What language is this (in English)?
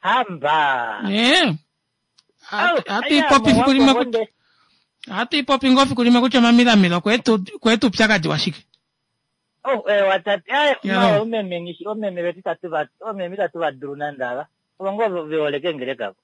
Kuanyama